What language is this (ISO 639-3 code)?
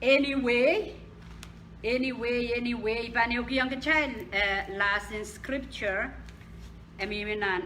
pon